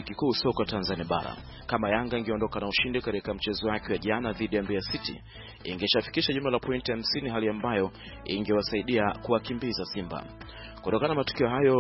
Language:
Swahili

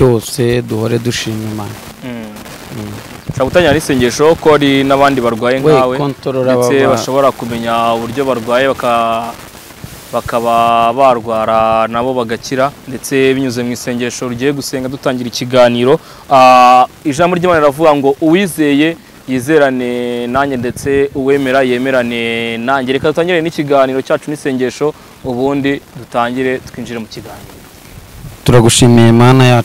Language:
Kinyarwanda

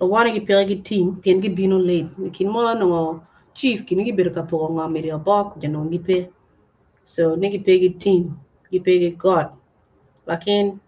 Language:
Acoli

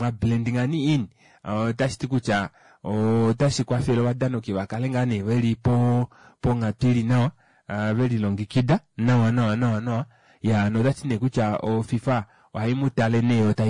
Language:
Kuanyama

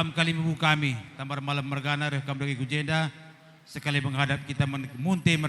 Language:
Batak Karo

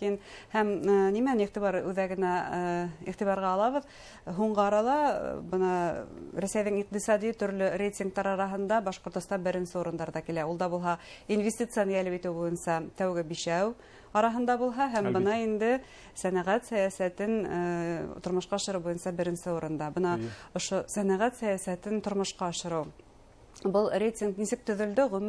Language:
Bashkir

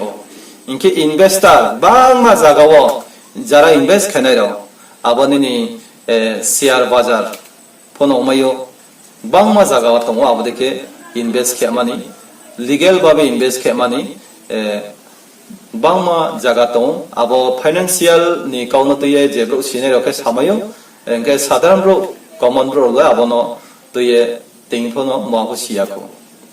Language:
Riang (India)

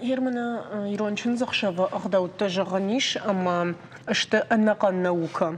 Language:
Ossetic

